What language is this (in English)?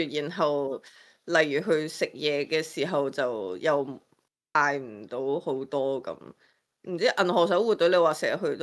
Cantonese